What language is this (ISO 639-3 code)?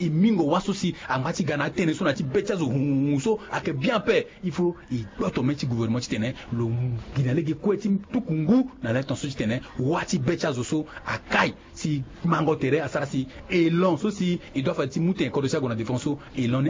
sag